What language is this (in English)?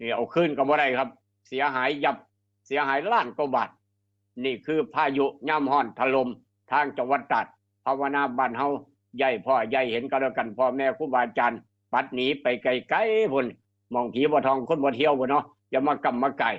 Northeastern Thai